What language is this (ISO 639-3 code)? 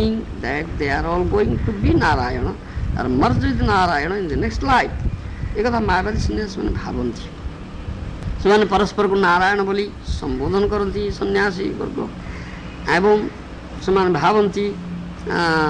ori